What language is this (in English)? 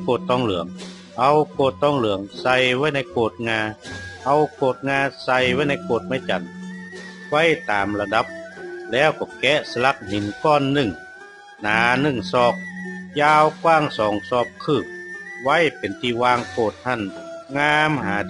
Northern Thai